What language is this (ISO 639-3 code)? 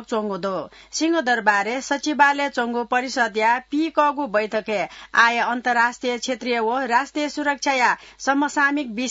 new